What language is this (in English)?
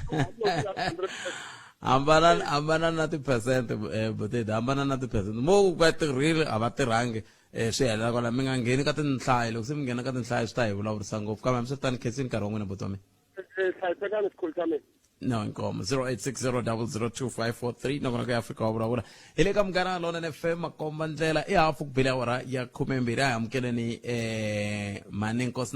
Tsonga